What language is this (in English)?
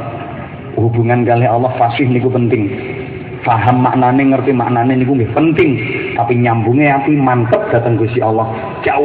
Javanese